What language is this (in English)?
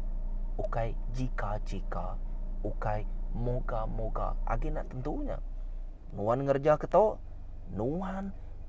Iban